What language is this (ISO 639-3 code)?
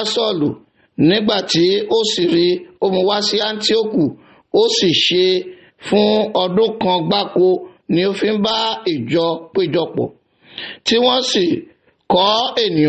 yor